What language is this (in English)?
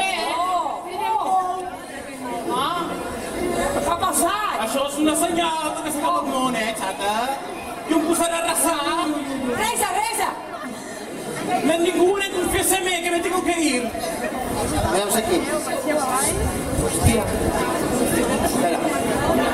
Catalan